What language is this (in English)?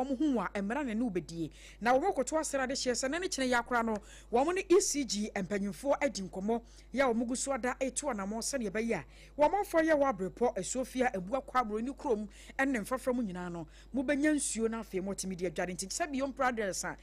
Akan